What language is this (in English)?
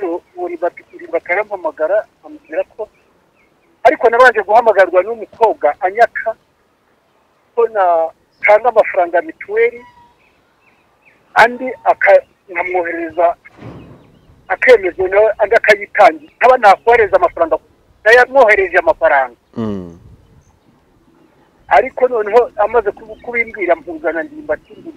Kinyarwanda